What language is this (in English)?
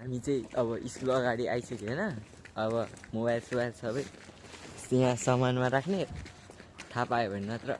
Nepali